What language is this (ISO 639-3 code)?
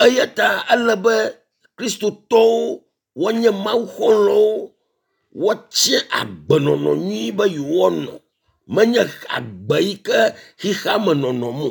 ewe